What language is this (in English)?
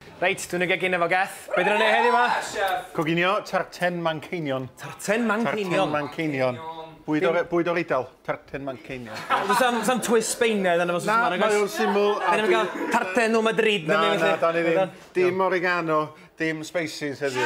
Welsh